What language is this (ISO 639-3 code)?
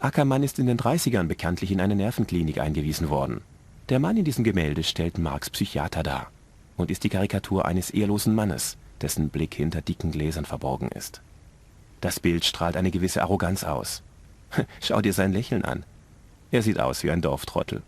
bar